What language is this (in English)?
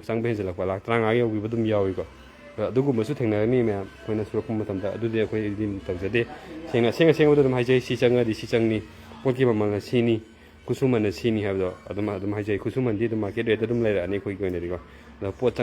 Manipuri